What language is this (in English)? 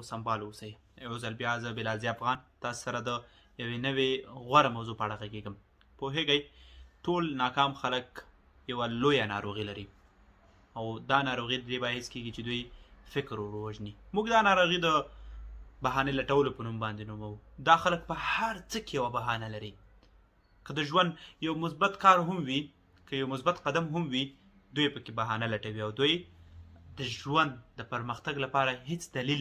Pashto